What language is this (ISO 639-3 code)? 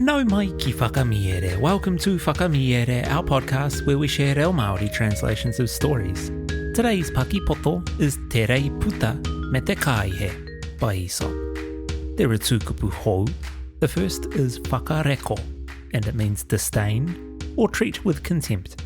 mri